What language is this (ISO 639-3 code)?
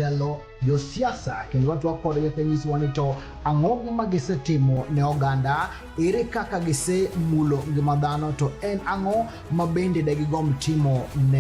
luo